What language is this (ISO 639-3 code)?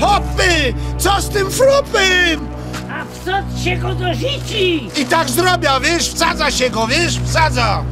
szl